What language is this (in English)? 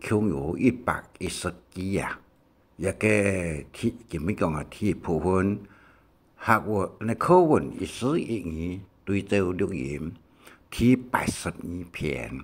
Hakka Chinese